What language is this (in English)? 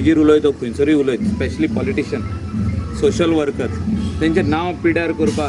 Konkani